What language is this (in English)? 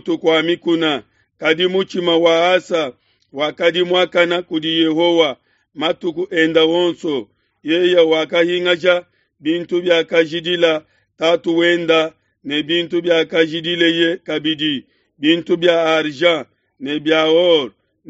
Luba-Lulua